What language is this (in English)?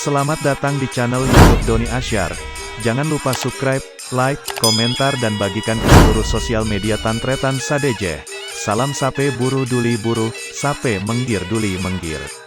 Madurese